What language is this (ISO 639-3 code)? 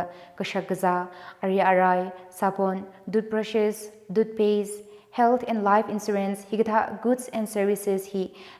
nmf